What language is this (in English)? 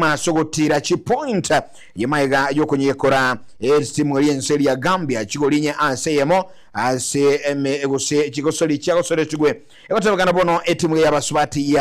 Gusii